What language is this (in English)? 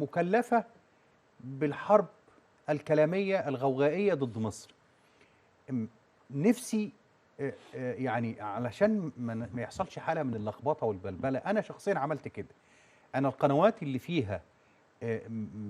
Egyptian Arabic